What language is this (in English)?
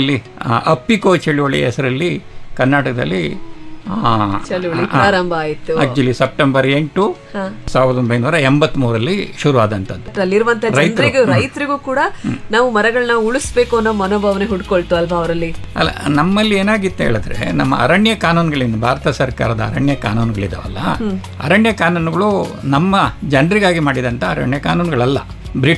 Kannada